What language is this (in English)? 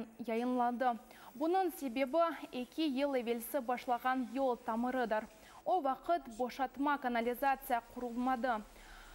Crimean Tatar